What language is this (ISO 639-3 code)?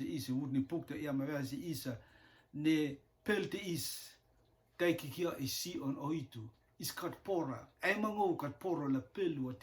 rtm